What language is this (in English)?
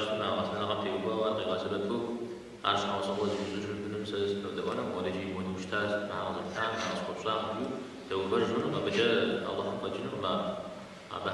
Kabardian